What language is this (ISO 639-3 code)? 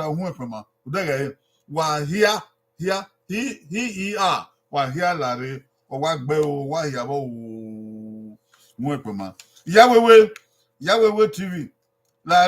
bin